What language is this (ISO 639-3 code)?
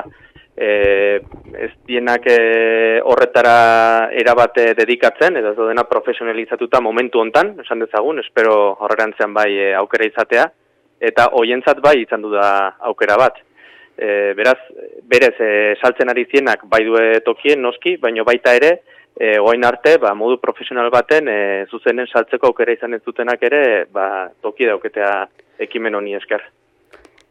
eus